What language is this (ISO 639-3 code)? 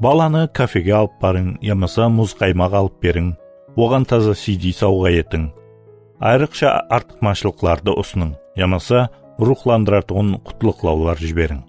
kaa